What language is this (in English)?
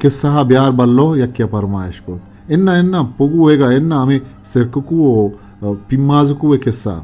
Eastern Balochi